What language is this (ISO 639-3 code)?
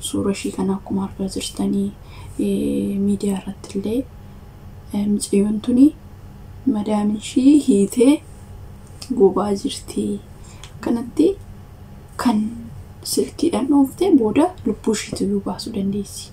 orm